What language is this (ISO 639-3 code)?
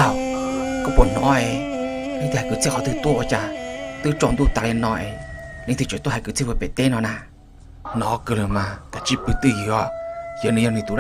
hmn